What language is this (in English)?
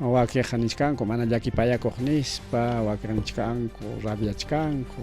Ayacucho Quechua